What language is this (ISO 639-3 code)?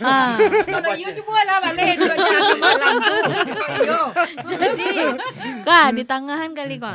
min